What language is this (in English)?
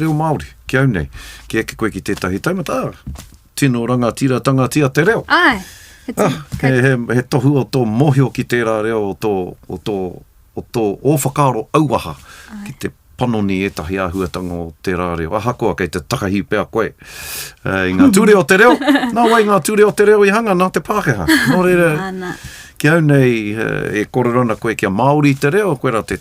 Māori